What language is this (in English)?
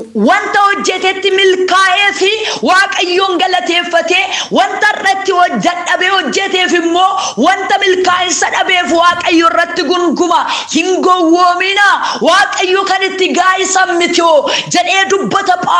Oromo